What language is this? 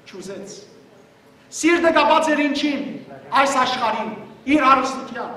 Western Armenian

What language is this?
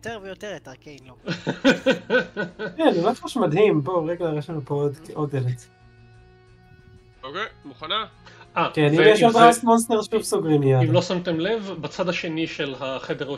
Hebrew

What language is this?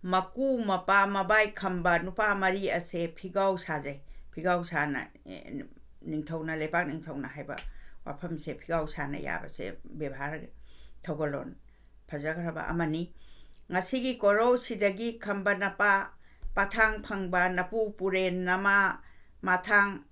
Manipuri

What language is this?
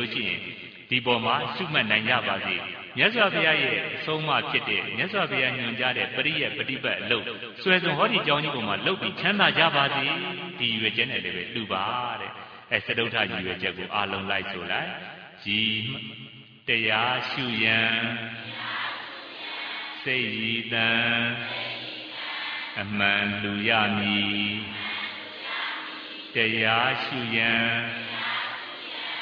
Burmese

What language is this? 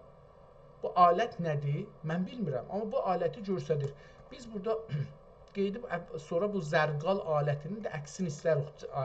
South Azerbaijani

